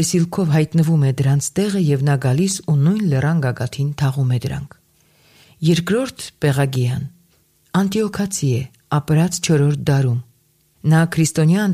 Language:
Armenian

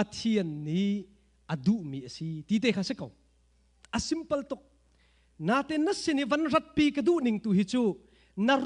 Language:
Hakha Chin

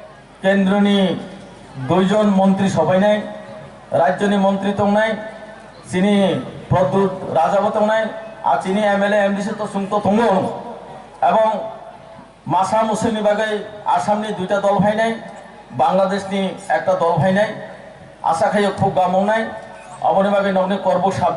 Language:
Kok Borok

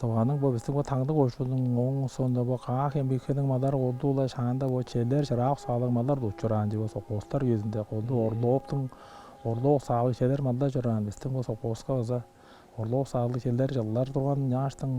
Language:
Tuvinian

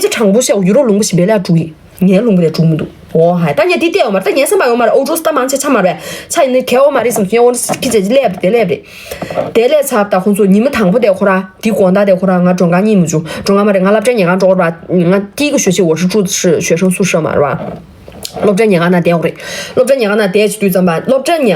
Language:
Tibetan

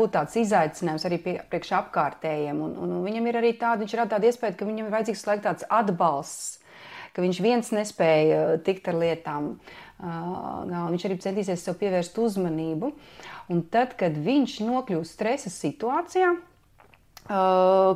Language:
Latvian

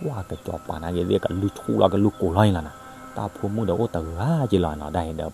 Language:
S'gaw Karen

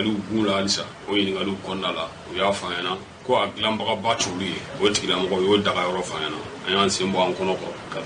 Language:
Bambara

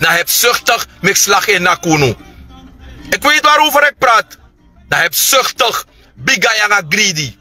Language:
Sranan Tongo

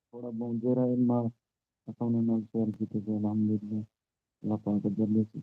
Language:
Saraiki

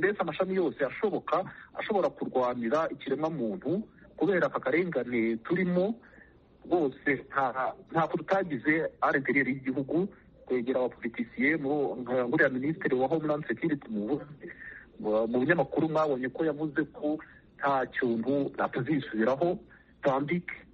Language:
Kinyarwanda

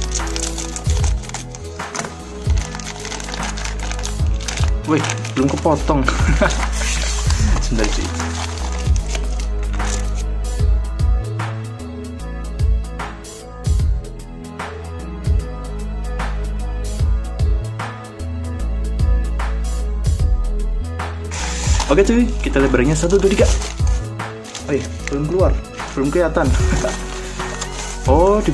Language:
Indonesian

